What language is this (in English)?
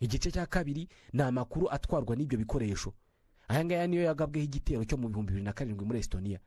Kinyarwanda